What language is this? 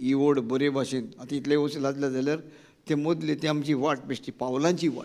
Konkani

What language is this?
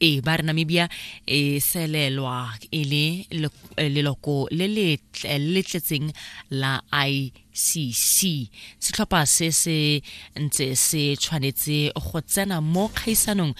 Tswana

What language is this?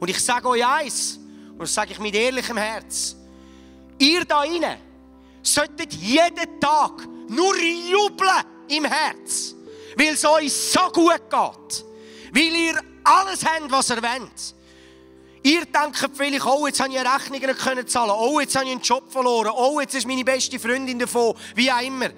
Swiss German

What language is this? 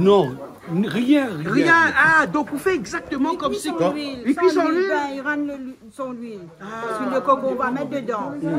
Réunion Creole French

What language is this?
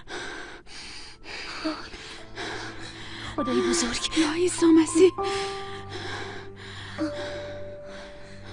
Persian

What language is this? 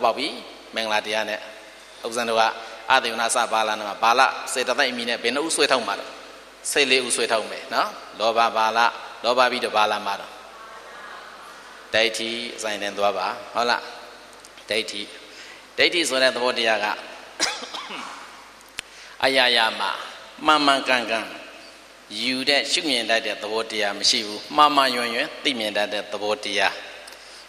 Burmese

